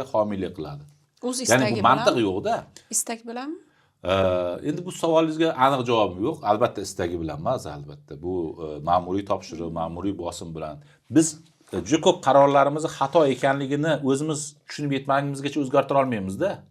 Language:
Uzbek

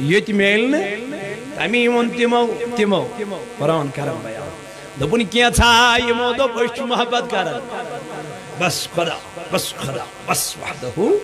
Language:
Kashmiri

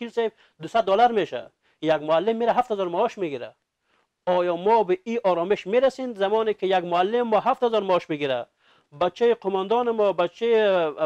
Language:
Persian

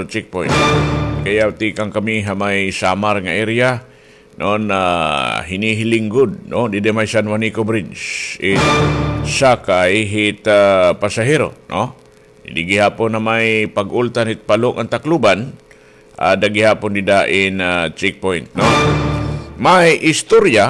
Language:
Waray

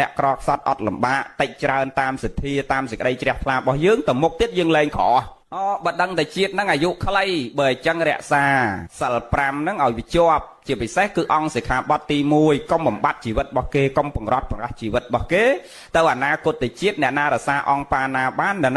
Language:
Khmer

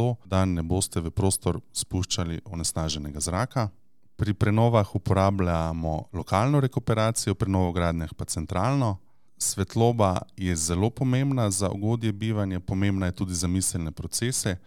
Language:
Slovenian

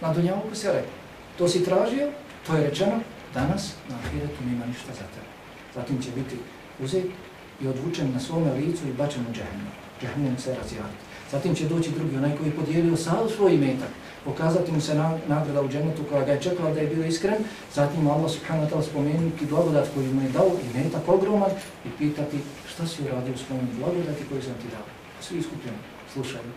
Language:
Bosnian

